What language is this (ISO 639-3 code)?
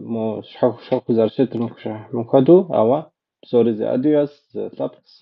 kbd